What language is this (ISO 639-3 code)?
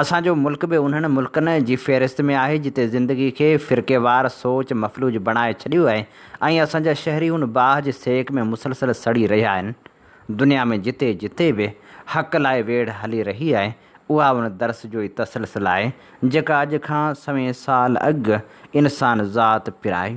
snd